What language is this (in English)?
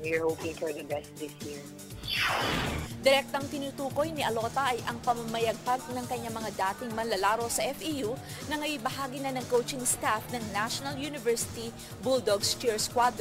Filipino